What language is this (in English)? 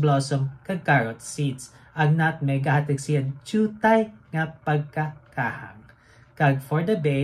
Hiligaynon